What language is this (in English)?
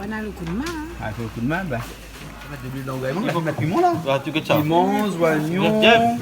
Réunion Creole French